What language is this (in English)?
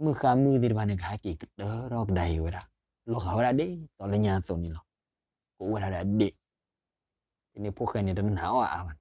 S'gaw Karen